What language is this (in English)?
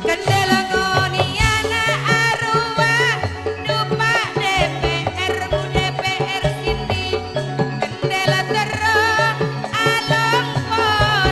Madurese